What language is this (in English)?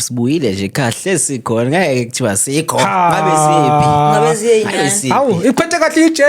Zulu